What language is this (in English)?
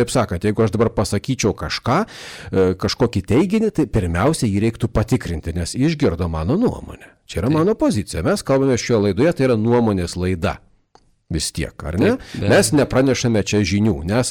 Lithuanian